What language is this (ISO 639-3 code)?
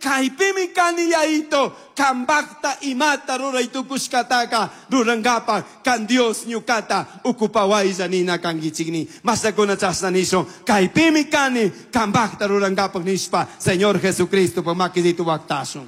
qug